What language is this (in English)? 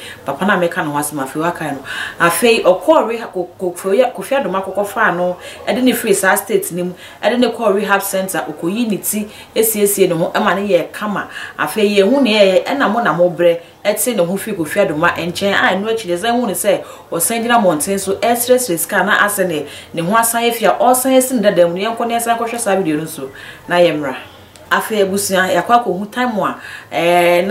Akan